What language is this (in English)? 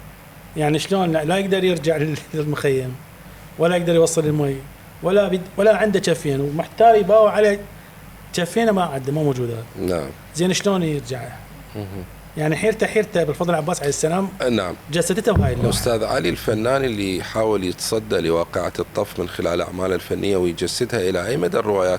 Mesopotamian Arabic